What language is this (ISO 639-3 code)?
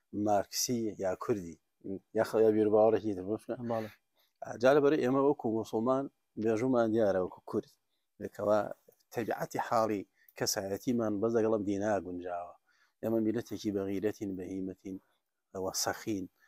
ckb